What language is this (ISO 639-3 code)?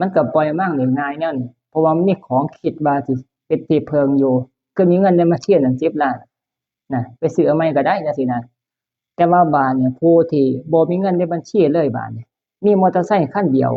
tts